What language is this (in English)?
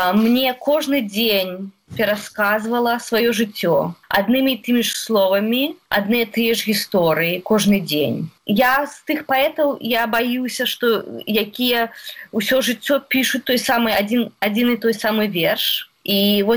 Belarusian